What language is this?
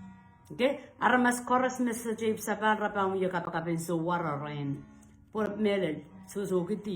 Pohnpeian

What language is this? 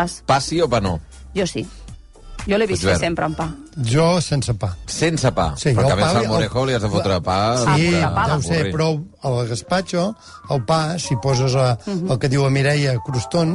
Catalan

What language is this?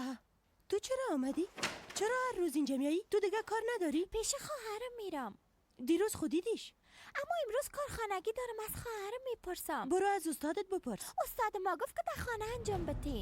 Persian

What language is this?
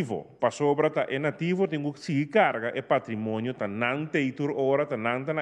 Papiamento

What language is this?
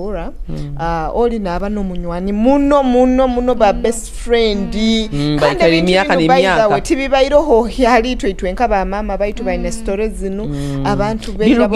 Nyoro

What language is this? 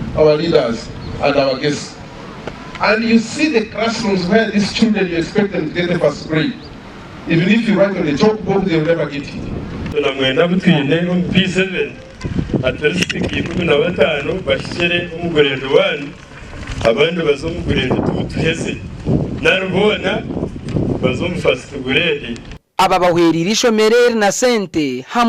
Nyankole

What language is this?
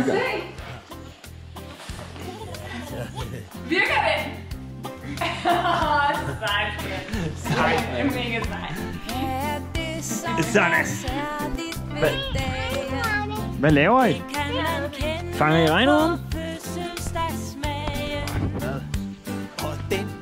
Danish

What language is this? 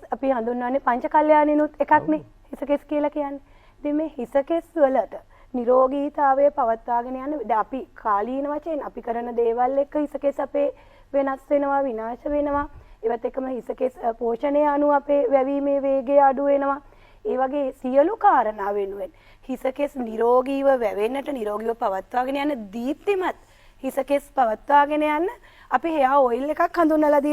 Sinhala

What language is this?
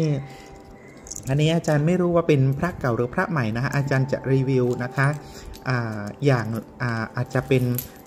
Thai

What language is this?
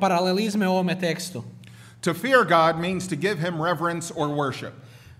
Croatian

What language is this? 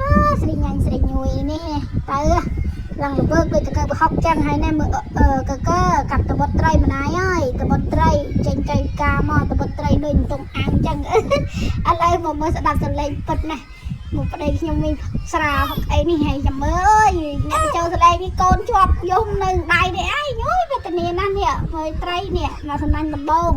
Khmer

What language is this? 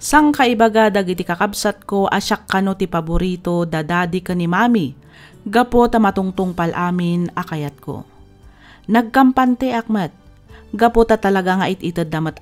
Iloko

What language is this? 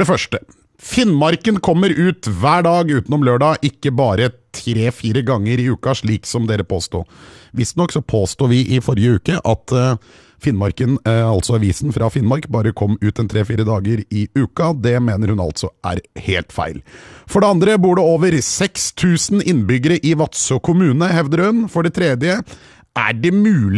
Norwegian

